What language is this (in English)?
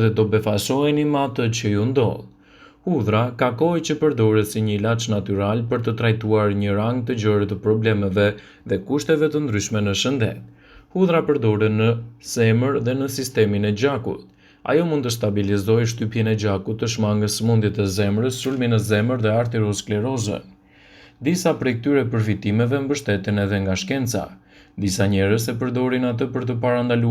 Albanian